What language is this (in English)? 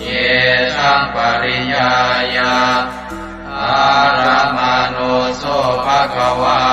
Pali